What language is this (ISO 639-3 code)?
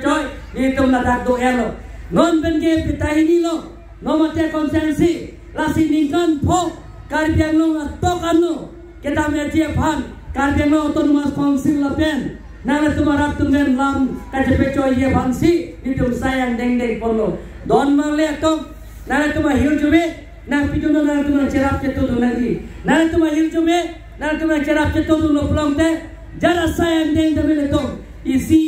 mjw